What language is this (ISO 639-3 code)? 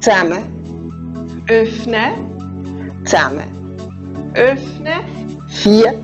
gsw